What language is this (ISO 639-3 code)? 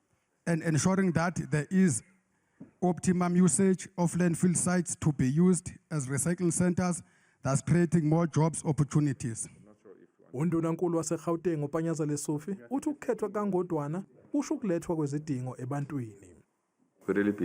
zul